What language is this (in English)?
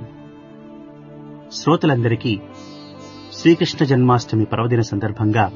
Telugu